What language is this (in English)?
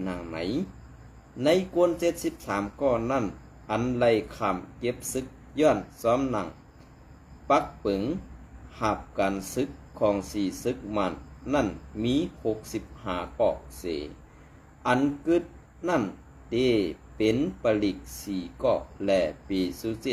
Shan